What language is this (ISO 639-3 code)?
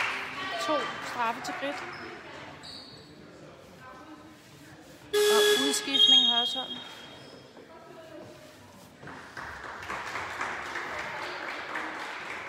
dan